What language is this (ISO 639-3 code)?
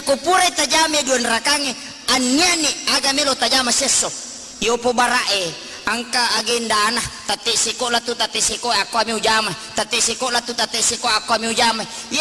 bug